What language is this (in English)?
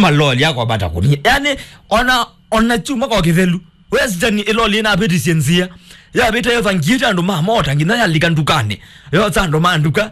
Kamba